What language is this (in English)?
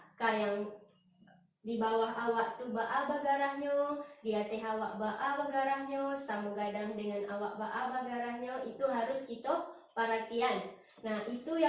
Minangkabau